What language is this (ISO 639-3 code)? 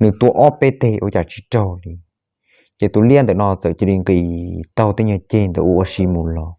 hmn